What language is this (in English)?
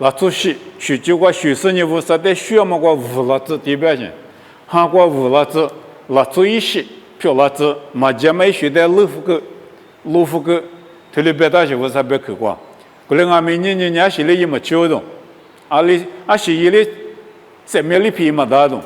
Lisu